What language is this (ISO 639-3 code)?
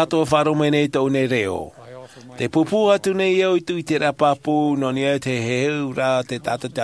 tah